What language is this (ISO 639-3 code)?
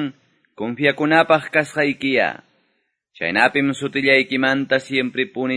que